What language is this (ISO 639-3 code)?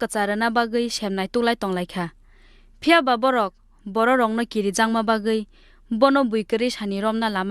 trp